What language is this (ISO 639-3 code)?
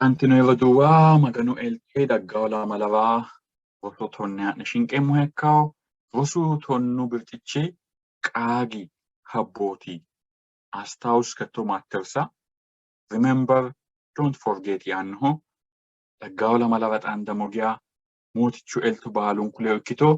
sid